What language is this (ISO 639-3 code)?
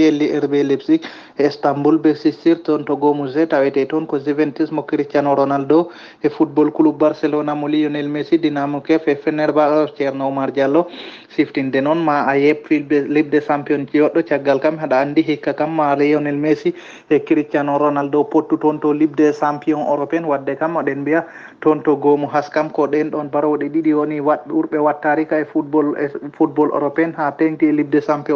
ful